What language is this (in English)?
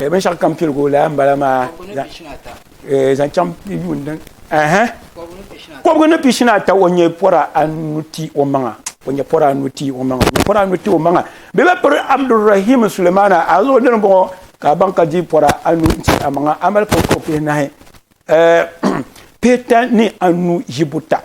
Dagbani